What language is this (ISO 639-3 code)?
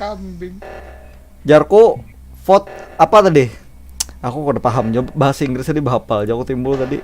bjn